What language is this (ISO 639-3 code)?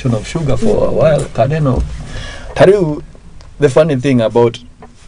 kik